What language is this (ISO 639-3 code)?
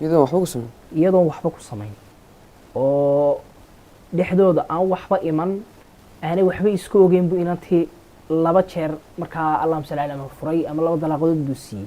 som